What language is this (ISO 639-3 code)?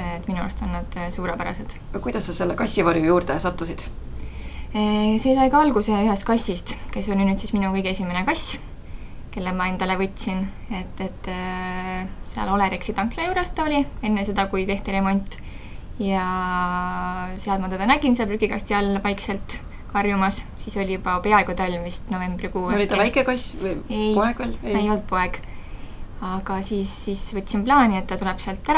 est